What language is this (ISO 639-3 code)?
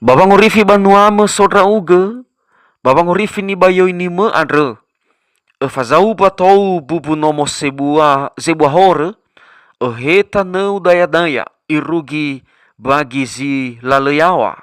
nia